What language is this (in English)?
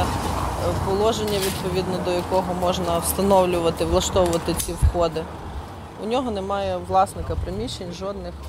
Ukrainian